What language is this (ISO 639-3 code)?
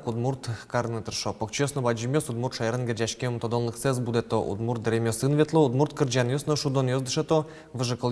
udm